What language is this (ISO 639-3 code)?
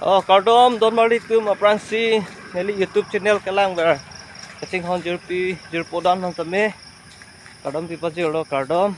mjw